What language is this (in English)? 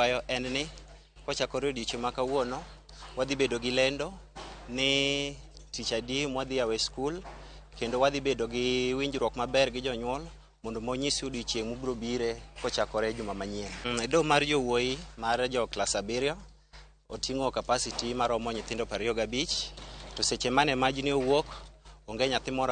Luo (Kenya and Tanzania)